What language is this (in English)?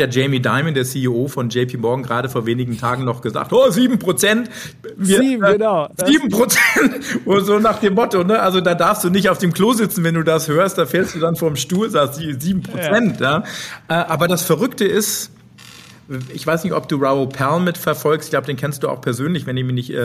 German